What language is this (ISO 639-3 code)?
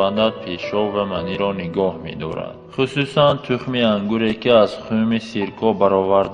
tgk